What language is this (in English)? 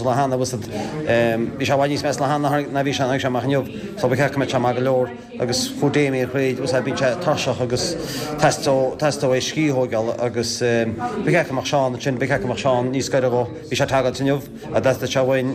Irish